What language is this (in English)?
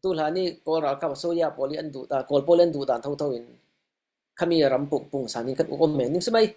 Falam Chin